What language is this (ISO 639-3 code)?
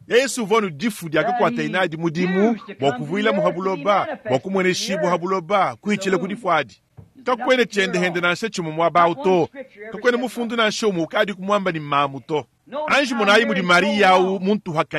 lua